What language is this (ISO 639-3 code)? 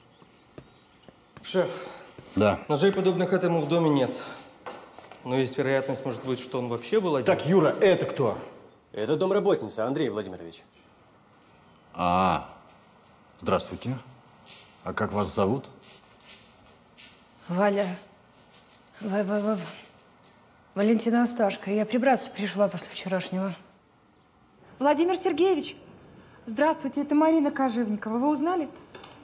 rus